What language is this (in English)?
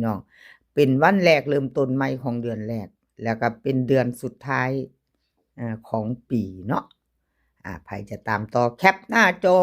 Northeastern Thai